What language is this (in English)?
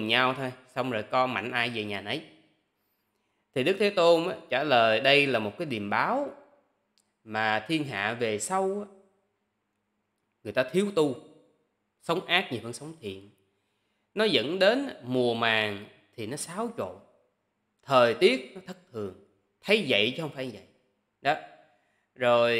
Vietnamese